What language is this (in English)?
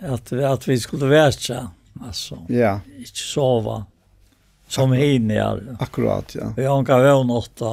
Faroese